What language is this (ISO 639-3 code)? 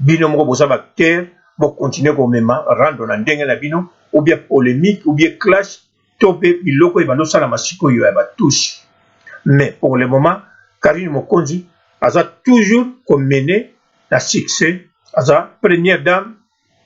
lin